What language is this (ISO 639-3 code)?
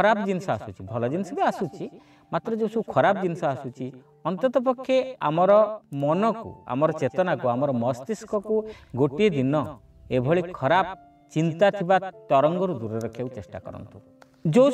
ori